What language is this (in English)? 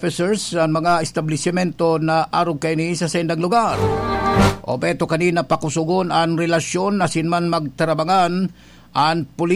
Bikol